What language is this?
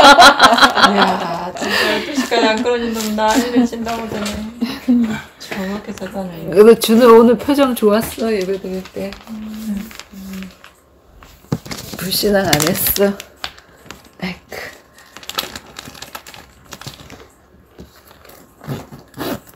Korean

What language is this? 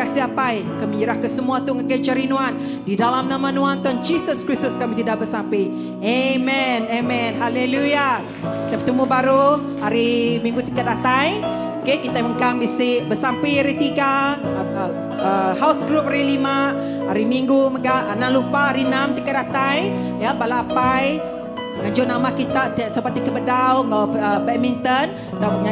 Iban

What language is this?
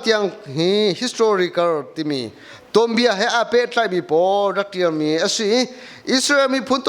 Hakha Chin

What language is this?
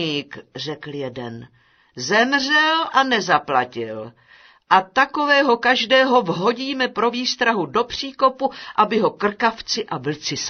Czech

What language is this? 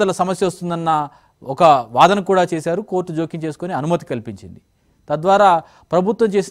Telugu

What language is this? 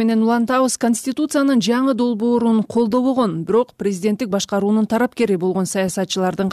Kyrgyz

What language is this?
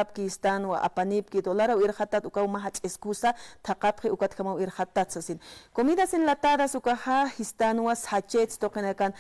Aymara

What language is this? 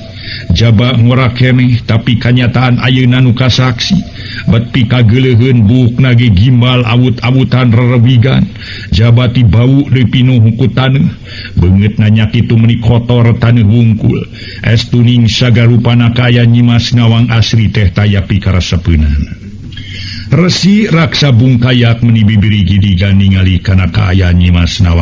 Sundanese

